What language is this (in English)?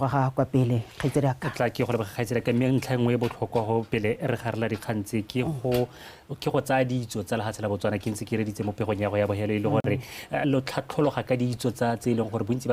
Tswana